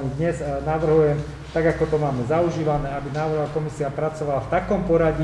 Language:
Slovak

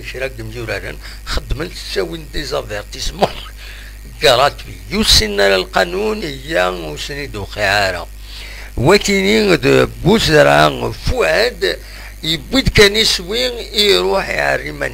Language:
Kabyle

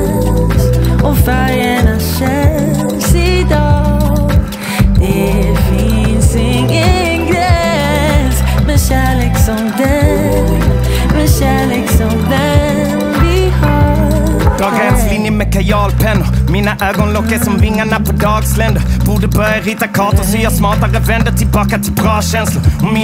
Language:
Swedish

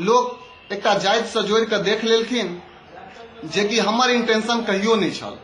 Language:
Maithili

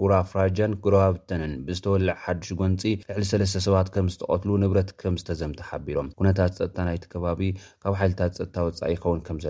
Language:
Tigrinya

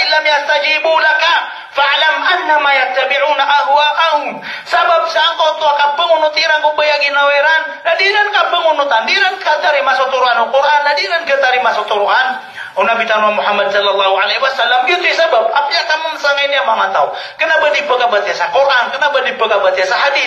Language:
Maranao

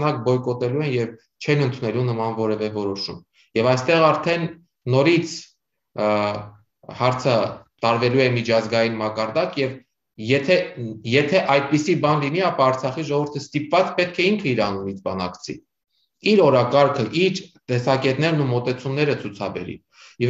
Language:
Armenian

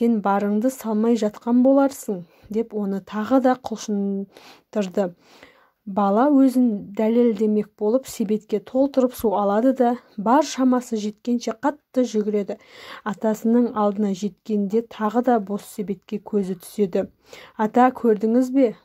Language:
Kazakh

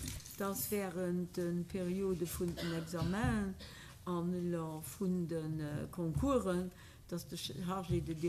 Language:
Luxembourgish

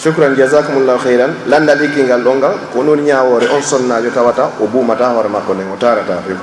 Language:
Fula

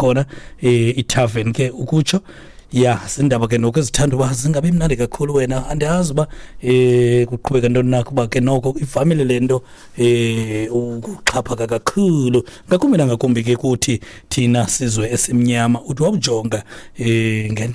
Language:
Xhosa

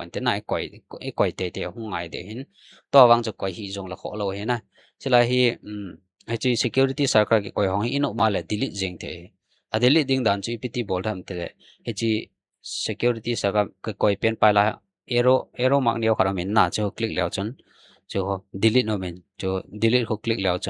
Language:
Thado Chin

